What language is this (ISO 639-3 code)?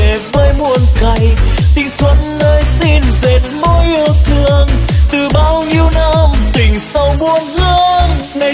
vie